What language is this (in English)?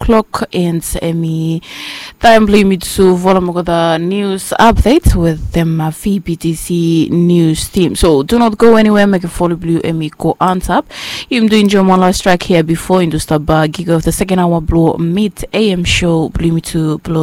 Bislama